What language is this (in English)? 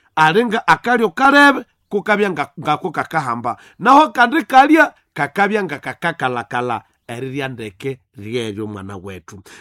Nande